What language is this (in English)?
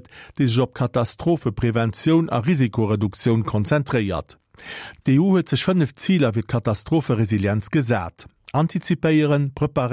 Luxembourgish